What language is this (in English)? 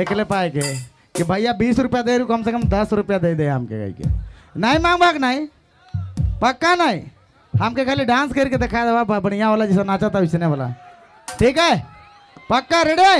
Sadri